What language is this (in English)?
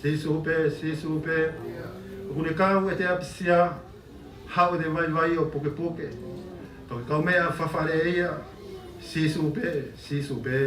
Tongan